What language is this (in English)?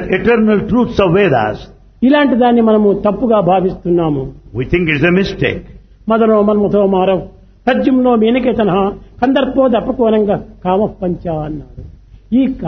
Telugu